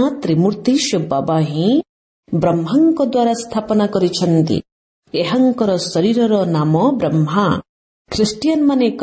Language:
Odia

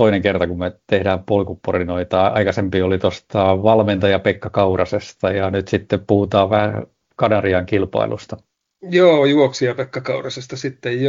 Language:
Finnish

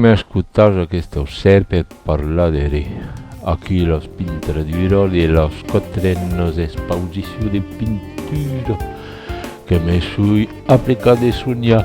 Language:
Occitan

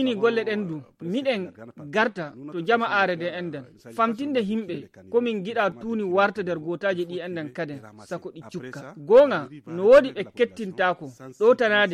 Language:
Fula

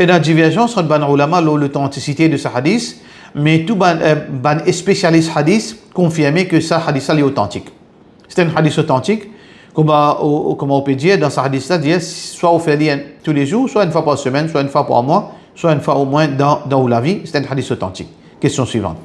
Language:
Morisyen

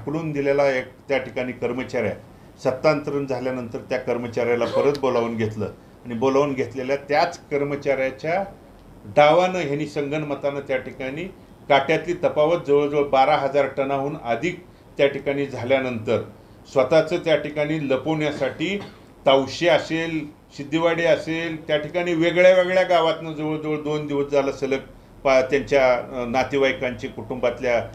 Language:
Marathi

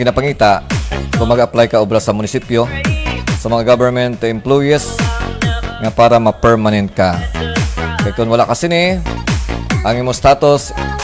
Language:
Hiligaynon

